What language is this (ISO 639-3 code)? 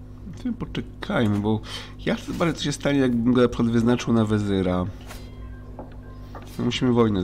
pol